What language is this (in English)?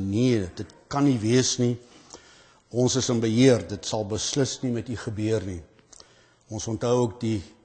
Afrikaans